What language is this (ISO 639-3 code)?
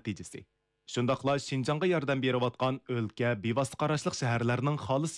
uig